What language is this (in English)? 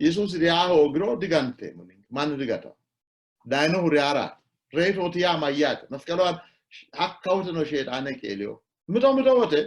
Sidamo